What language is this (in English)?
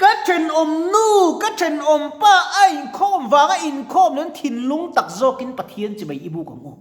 Mizo